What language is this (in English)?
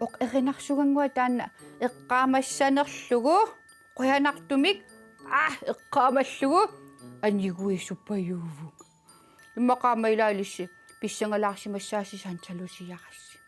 Kalaallisut